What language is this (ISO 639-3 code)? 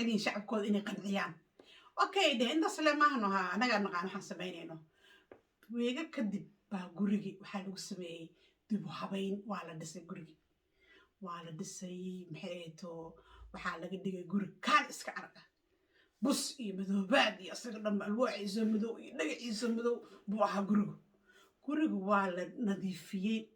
som